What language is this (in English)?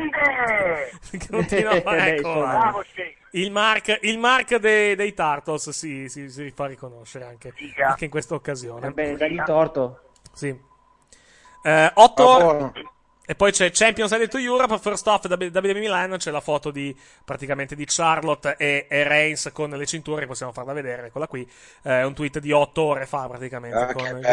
Italian